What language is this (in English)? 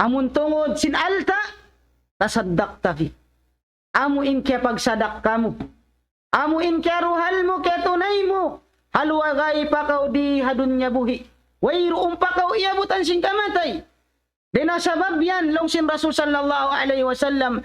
Tausug